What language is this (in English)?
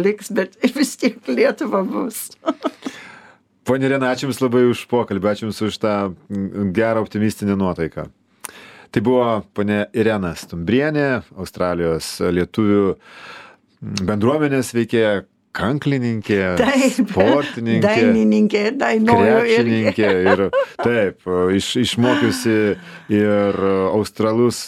Lithuanian